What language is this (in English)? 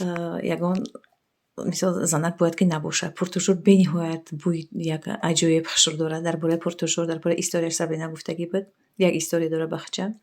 Tajik